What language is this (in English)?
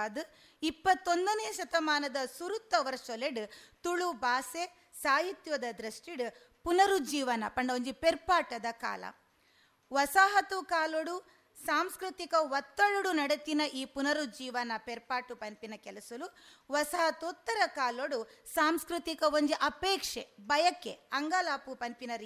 Tulu